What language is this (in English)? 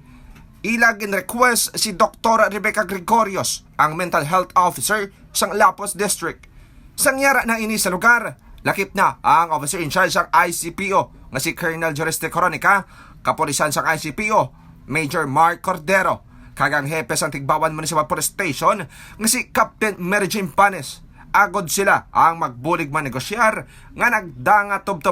Hiligaynon